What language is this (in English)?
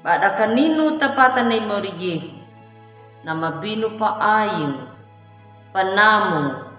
Anakalangu